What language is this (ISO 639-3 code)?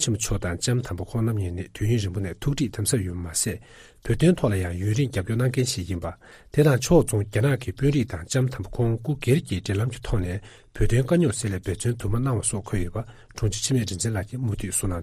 bod